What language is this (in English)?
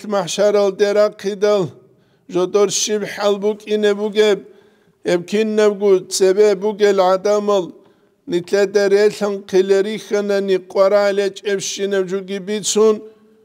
Avaric